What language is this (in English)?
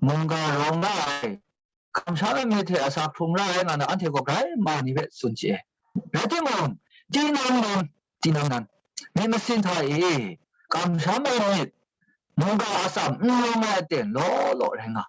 Kachin